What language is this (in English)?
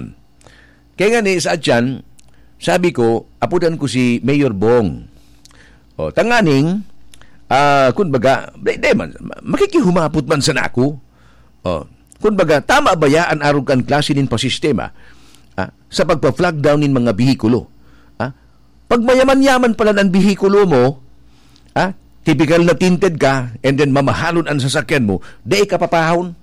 Bikol